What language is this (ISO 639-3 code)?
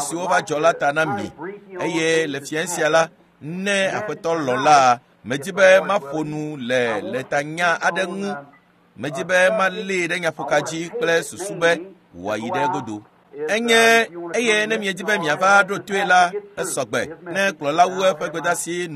ewe